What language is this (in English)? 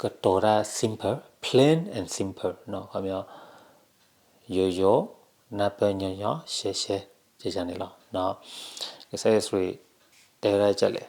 S'gaw Karen